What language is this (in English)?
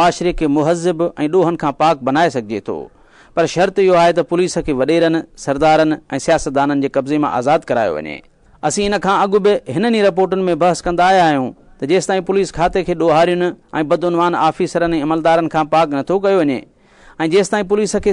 Sindhi